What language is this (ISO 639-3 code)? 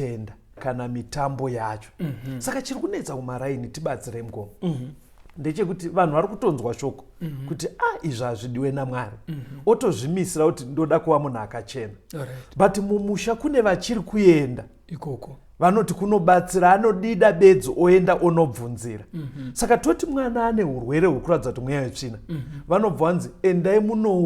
sna